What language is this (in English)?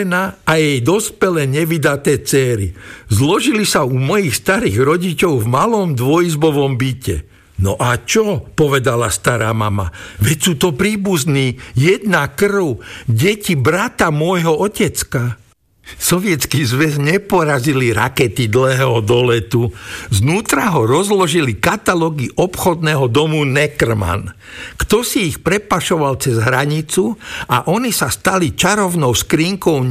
Slovak